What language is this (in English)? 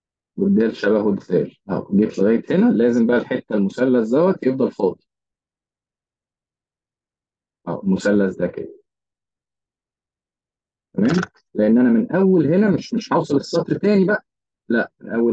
Egyptian Arabic